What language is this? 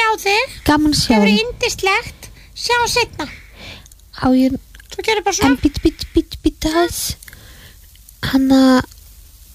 Icelandic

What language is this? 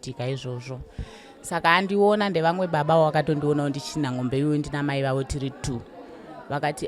Shona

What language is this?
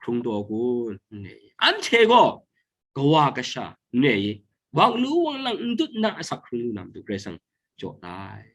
Kachin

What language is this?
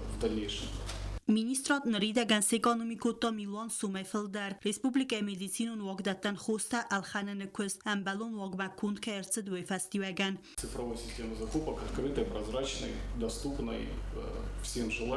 Ossetic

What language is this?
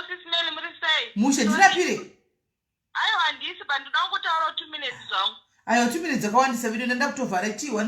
Shona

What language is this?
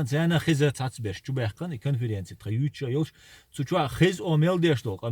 Chechen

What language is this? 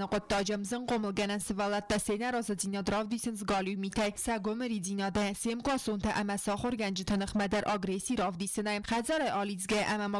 Ossetic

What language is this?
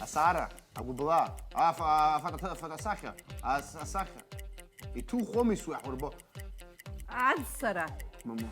Abkhazian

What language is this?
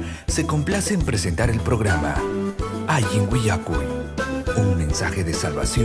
Ayacucho Quechua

